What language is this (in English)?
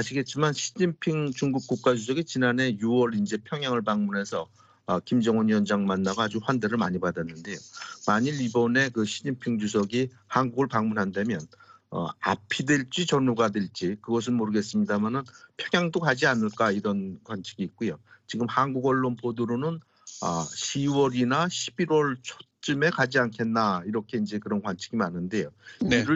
Korean